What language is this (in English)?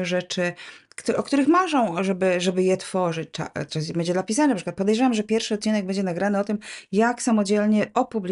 Polish